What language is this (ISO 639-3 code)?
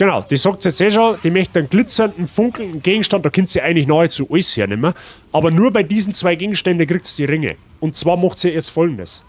bar